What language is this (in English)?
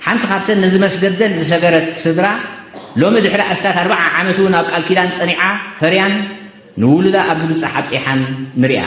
Tigrinya